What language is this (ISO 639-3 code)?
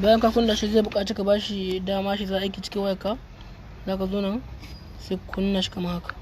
hau